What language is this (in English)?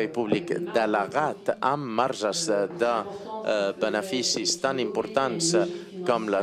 Catalan